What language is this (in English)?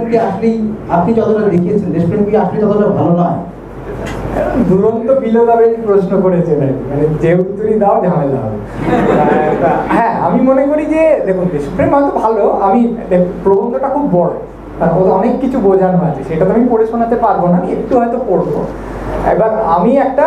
Bangla